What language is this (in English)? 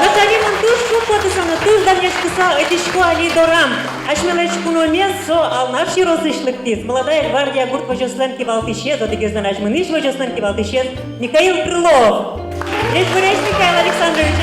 Udmurt